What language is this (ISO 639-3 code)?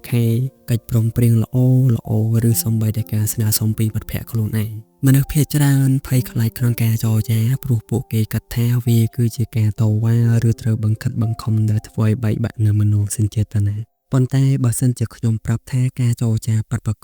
khm